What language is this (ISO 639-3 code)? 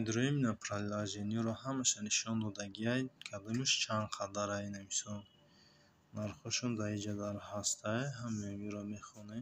tgk